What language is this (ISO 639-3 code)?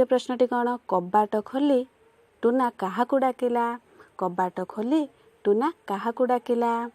ori